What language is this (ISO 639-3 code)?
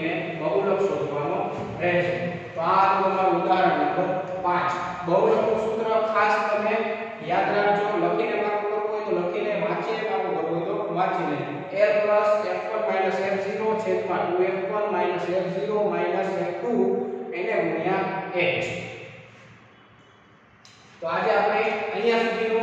guj